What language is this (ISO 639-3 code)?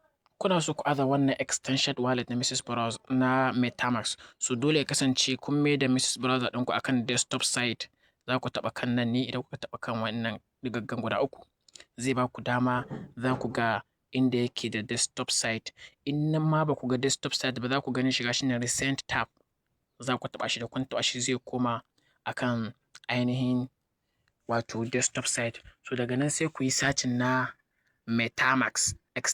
hau